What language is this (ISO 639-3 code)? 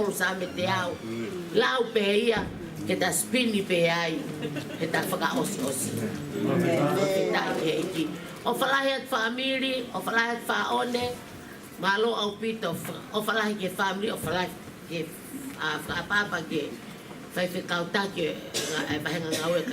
ton